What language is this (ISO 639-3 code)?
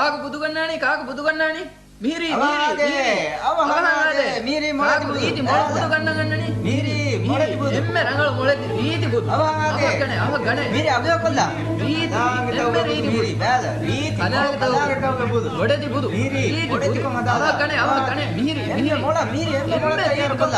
div